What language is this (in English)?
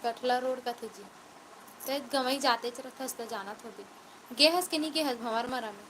Chhattisgarhi